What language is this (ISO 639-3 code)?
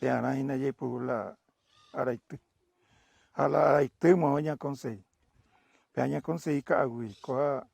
grn